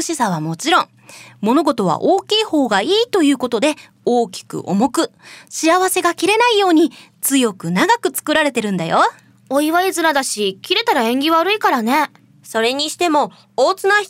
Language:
Japanese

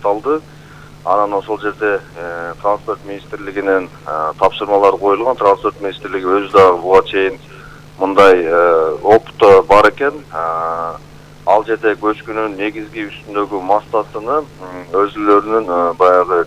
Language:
Kyrgyz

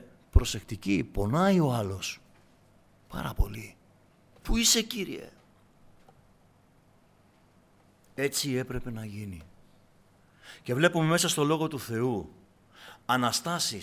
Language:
Greek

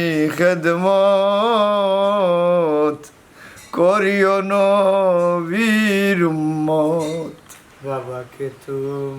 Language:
Sylheti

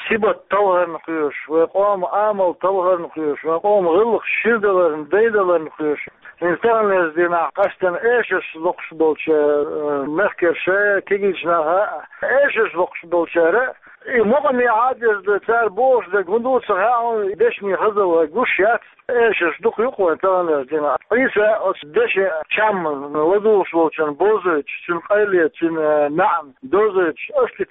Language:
Chechen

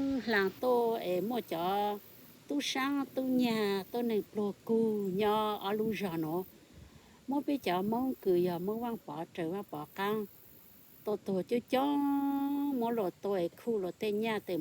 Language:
Hmong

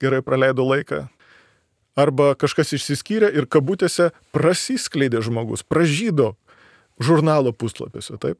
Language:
Lithuanian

